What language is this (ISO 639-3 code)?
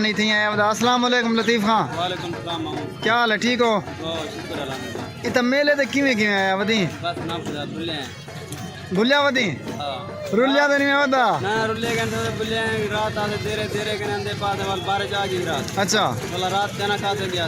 skr